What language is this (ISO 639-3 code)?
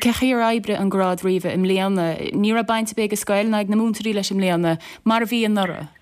gle